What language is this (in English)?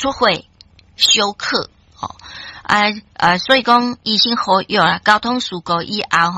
Min Nan Chinese